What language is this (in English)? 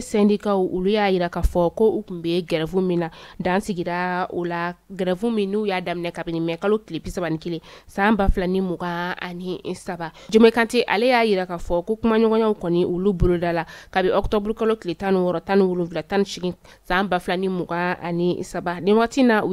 Bambara